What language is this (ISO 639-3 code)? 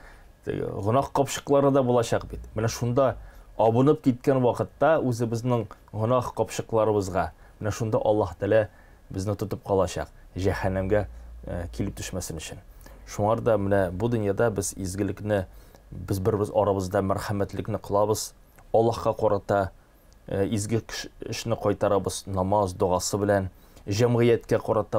tat